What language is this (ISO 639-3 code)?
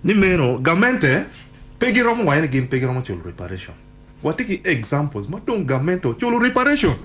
ach